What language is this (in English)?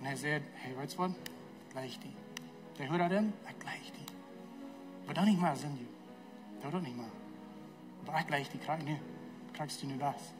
Plautdietsch